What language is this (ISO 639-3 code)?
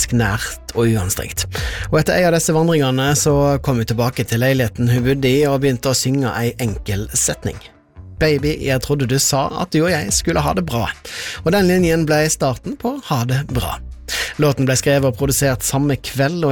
nor